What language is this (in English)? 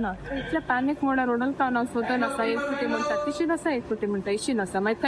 Konkani